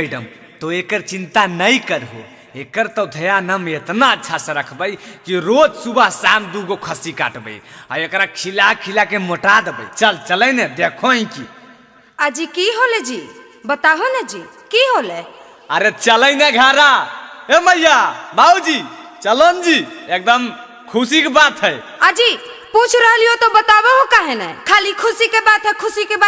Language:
Magahi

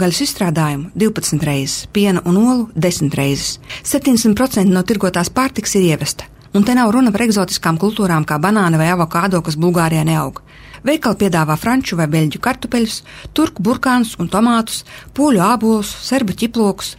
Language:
Latvian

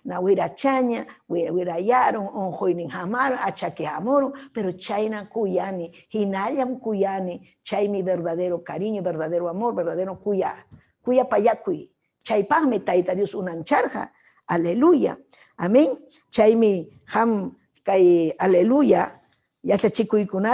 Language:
Ayacucho Quechua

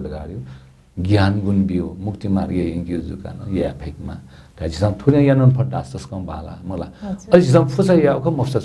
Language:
Newari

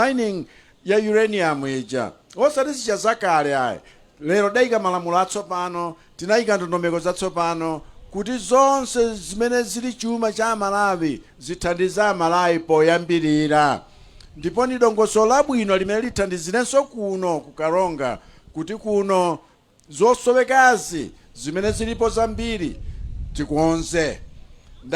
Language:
Nyanja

